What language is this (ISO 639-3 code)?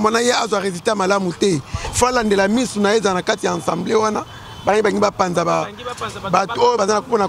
lin